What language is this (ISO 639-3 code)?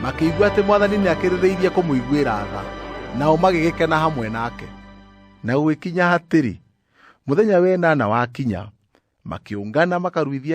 kik